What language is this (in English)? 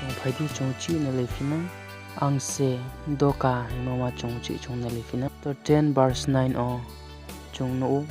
Riang (India)